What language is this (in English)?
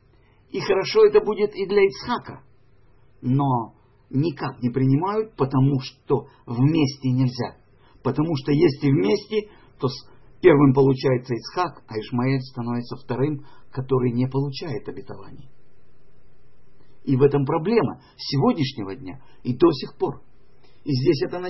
Russian